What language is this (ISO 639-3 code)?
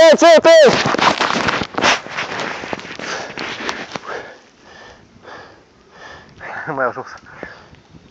ron